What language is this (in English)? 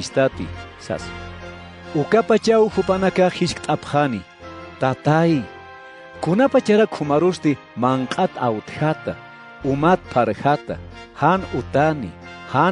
Aymara